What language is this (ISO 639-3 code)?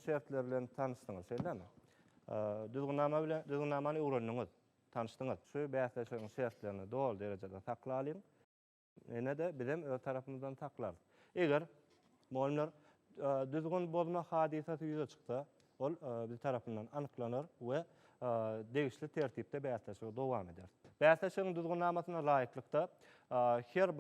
tuk